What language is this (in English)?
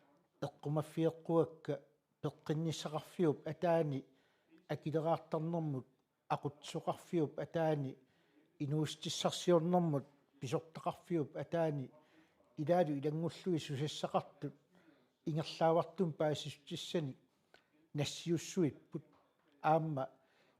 Kalaallisut